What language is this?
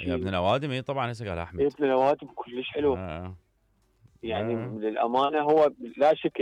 Mesopotamian Arabic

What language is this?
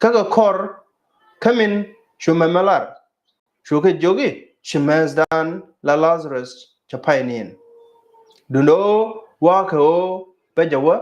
Nuer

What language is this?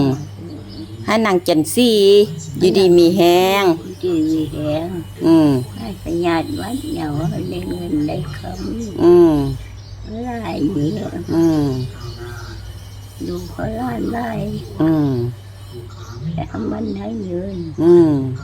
Lao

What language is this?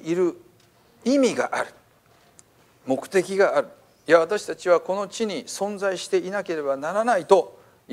Japanese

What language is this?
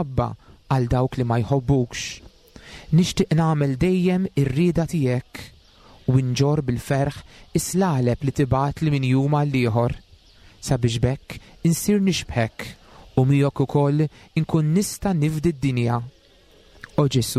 Maltese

